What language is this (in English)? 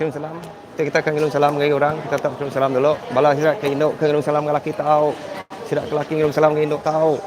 Iban